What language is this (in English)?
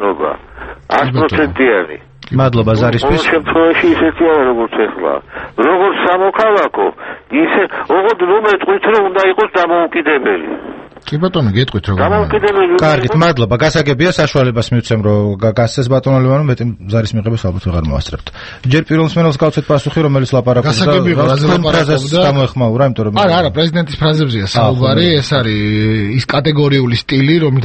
Georgian